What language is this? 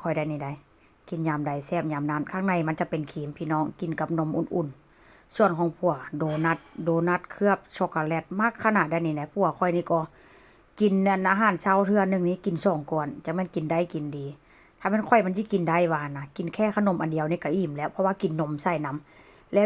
Northeastern Thai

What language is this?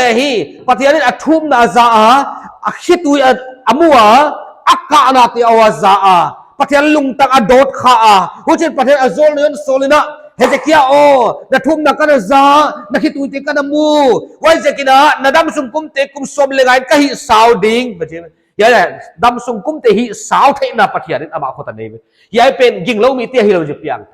Paite Chin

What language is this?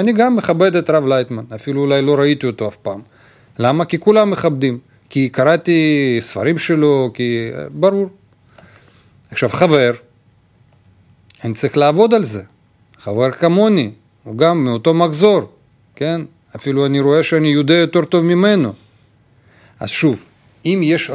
Hebrew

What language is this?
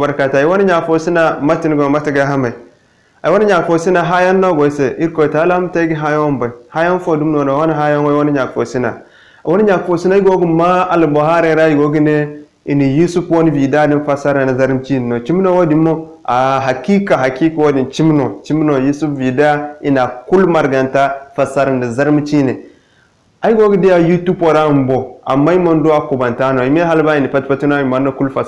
Zarma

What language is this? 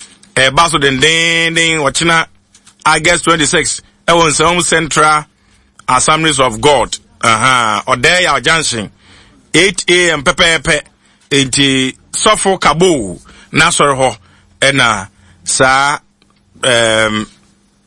Akan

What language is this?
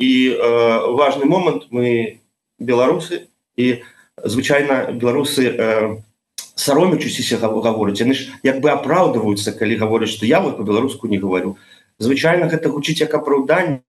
Belarusian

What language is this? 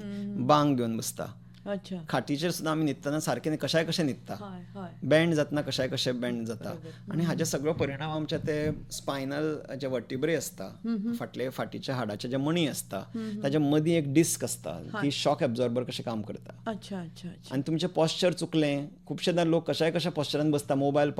Konkani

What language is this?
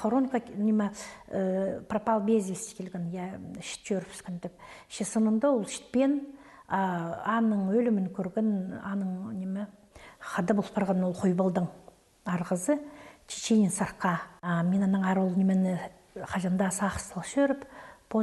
Khakas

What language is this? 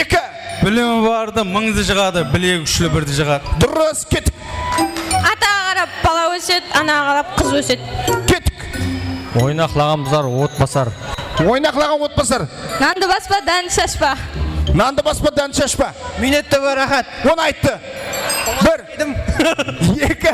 Kara-Kalpak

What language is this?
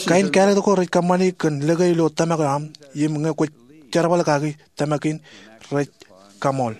Marshallese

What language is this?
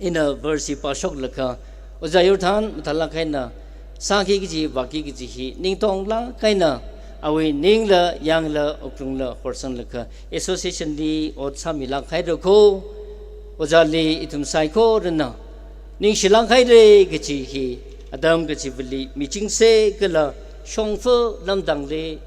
Tangkhul Naga (India)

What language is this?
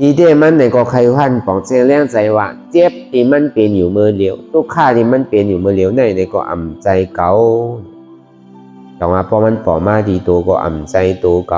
Shan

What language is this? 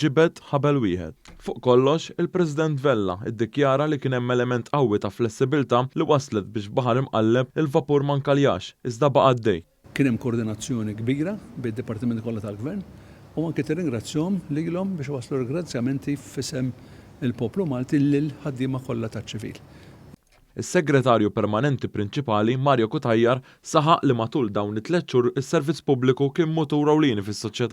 Maltese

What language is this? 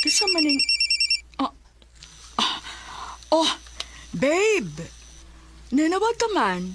Cebuano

